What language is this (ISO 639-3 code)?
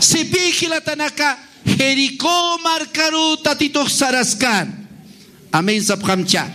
aym